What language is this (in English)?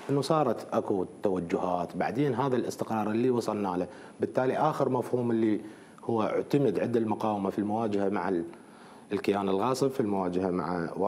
Mesopotamian Arabic